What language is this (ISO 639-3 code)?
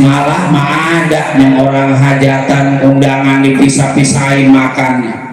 bew